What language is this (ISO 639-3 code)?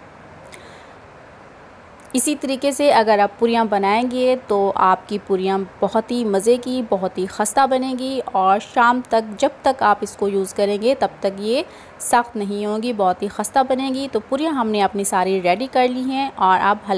hin